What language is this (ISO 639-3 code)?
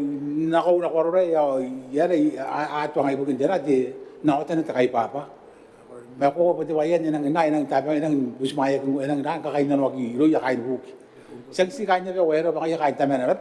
gil